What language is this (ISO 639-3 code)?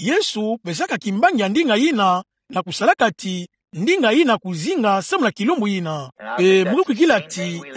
ktu